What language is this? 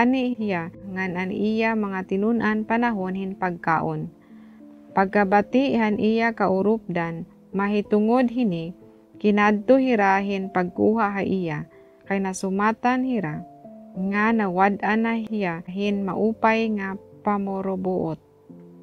Waray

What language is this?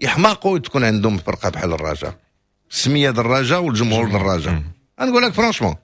Moroccan Arabic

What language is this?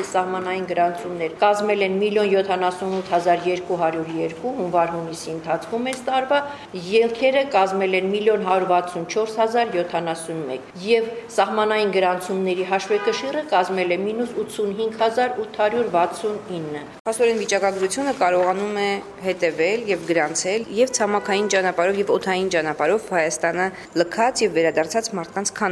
Armenian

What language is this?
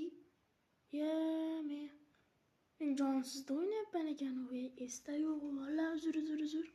Uzbek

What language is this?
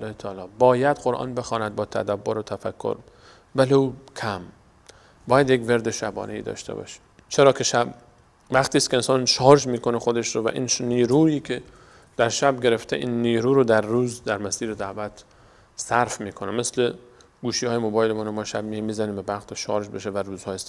Persian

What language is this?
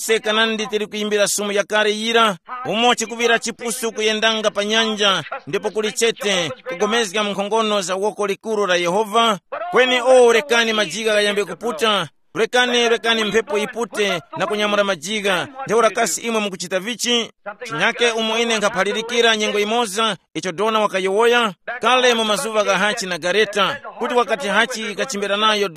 Tumbuka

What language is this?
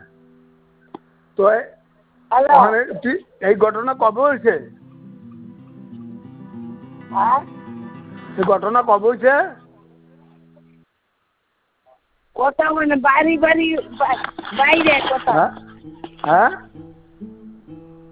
Bangla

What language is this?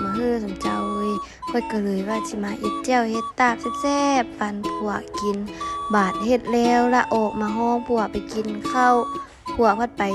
Lao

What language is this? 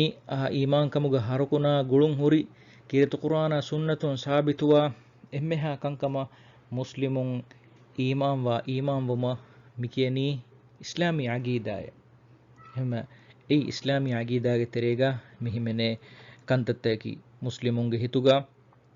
Divehi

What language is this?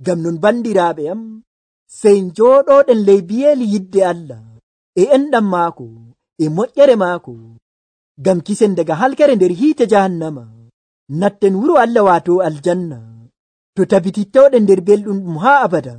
Nigerian Fulfulde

